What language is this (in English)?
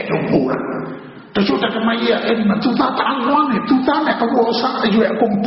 Burmese